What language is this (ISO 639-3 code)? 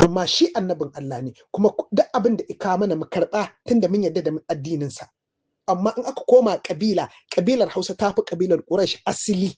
hau